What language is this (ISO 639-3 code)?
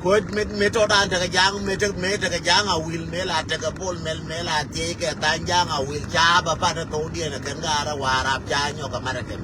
nus